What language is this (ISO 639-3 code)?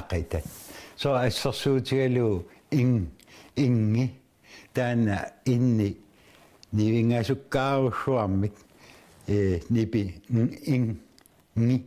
kal